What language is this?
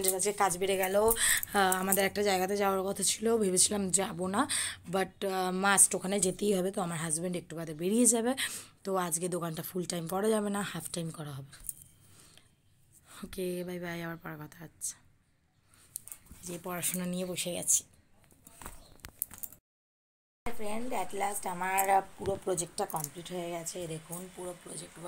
Bangla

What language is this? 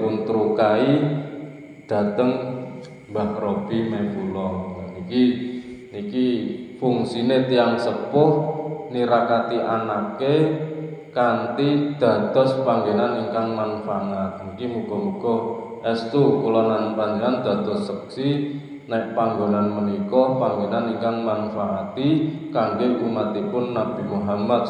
Javanese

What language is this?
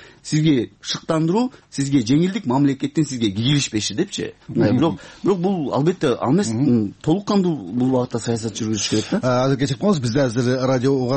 Kyrgyz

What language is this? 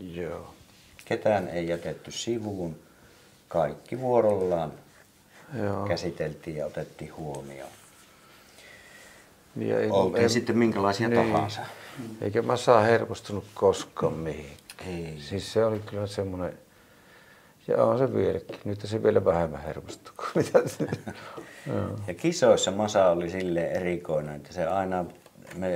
Finnish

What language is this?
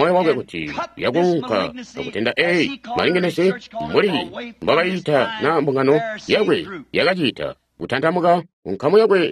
Tonga (Zambia)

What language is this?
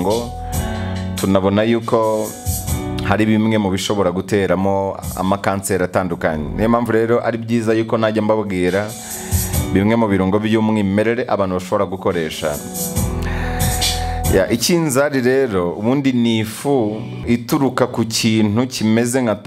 Kinyarwanda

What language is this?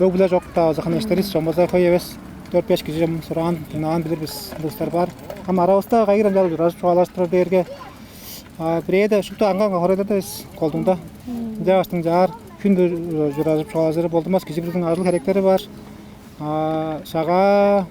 Tuvinian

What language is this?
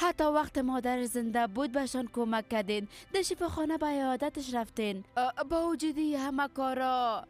Persian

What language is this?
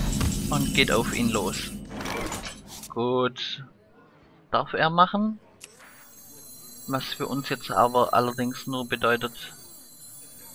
German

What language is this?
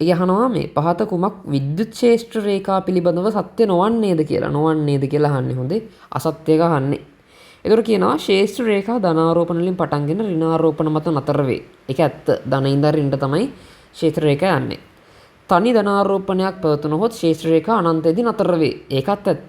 Sinhala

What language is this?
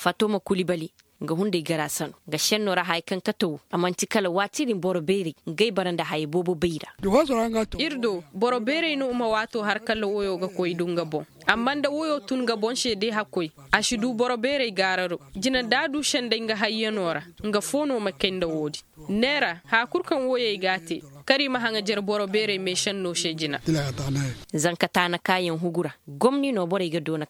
Koyraboro Senni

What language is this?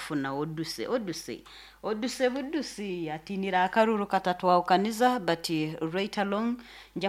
Nyankole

